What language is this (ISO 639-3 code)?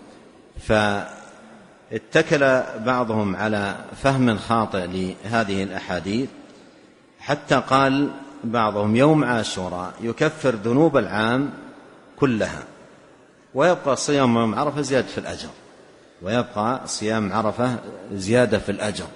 ara